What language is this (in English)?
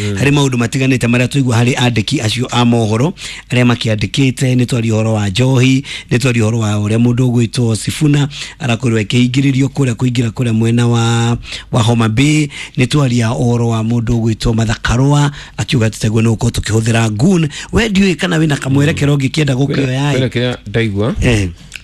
Kikuyu